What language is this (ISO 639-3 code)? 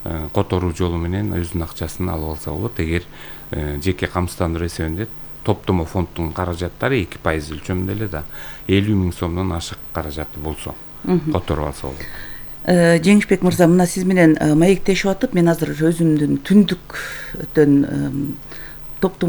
kir